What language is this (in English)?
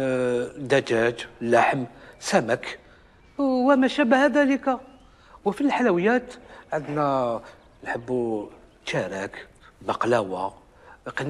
Algerian Arabic